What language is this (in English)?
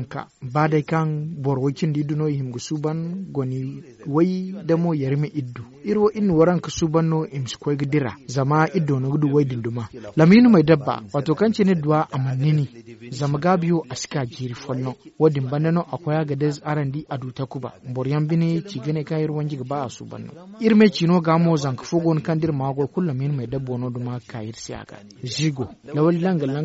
Zarma